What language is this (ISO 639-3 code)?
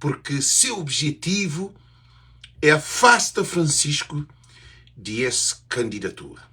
kea